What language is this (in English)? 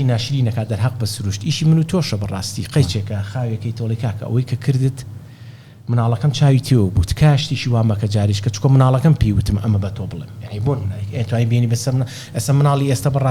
Central Kurdish